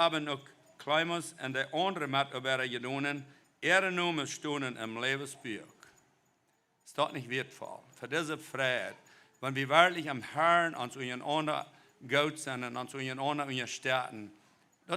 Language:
Plautdietsch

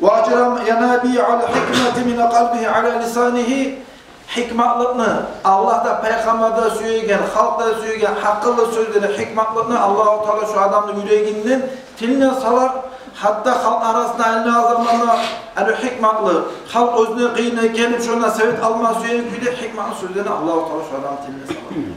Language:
Kumyk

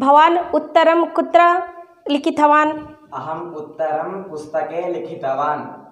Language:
Sanskrit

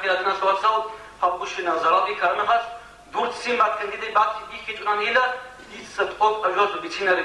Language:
Avaric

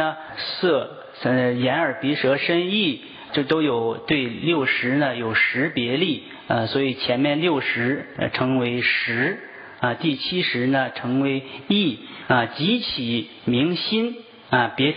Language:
Chinese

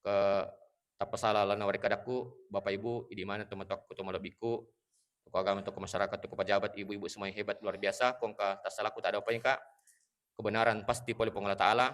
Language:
Buginese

